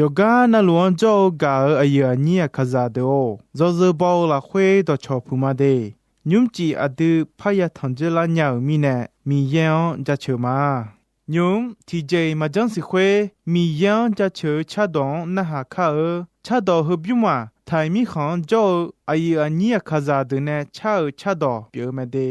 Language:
Akha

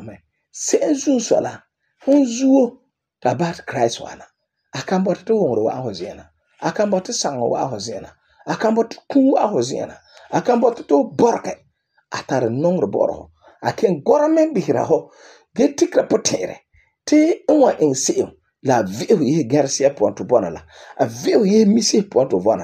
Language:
Frafra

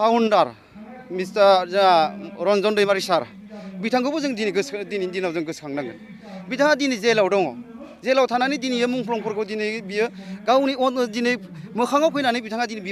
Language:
Bodo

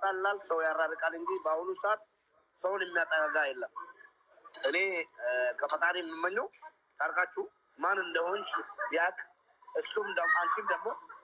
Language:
Amharic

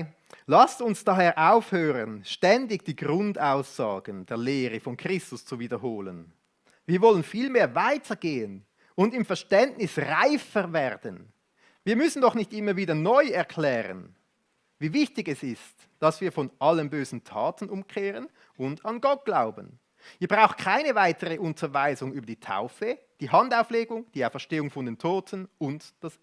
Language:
Swiss German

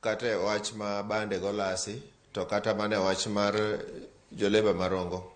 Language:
Luo (Kenya and Tanzania)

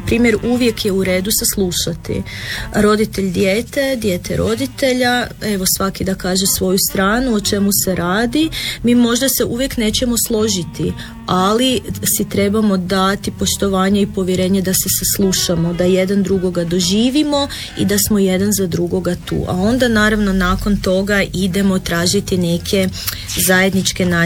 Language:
Croatian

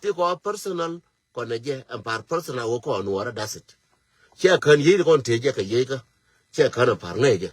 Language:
Nuer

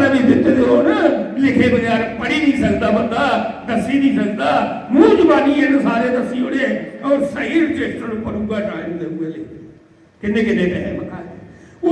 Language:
Dogri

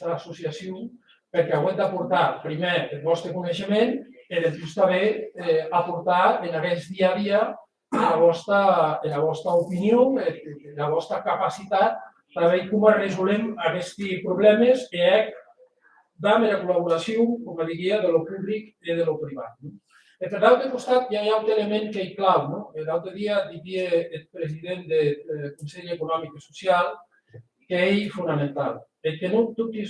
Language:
Occitan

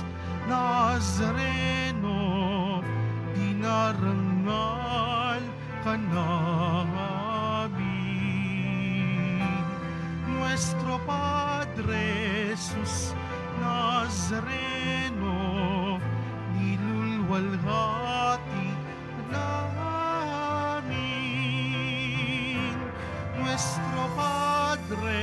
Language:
Filipino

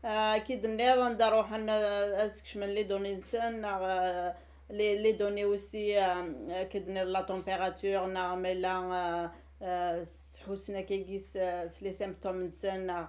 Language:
Kabyle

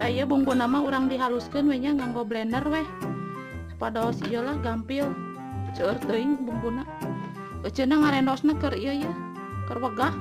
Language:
Sundanese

